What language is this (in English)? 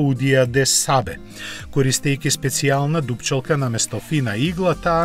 Macedonian